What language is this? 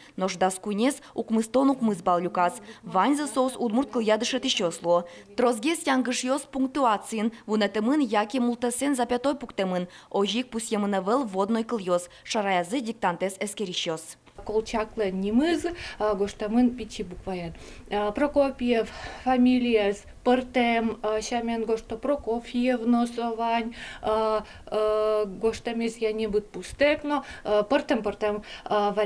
Udmurt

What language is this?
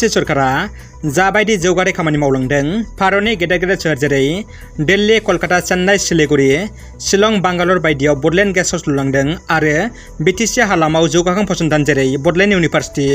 Bodo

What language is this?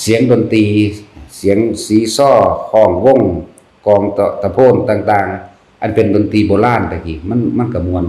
Lao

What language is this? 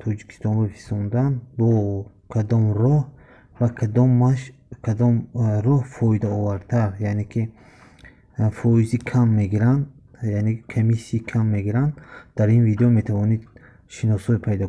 Tajik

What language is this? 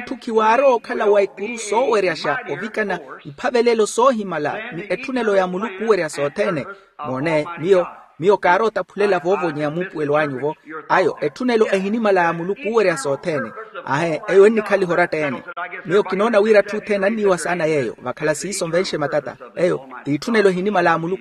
Makhuwa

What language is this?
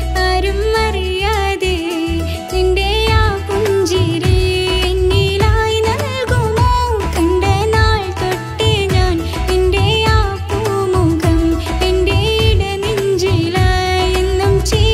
Malayalam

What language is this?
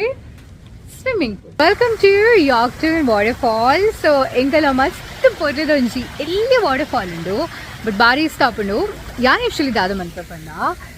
Tulu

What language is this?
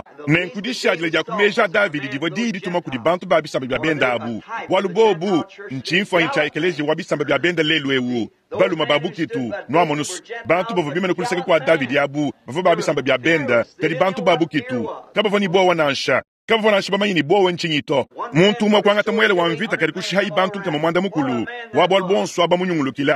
Luba-Lulua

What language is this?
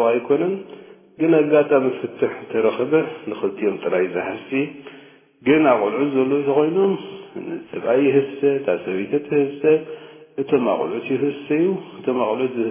Tigrinya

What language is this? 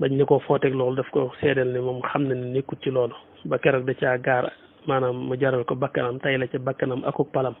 Wolof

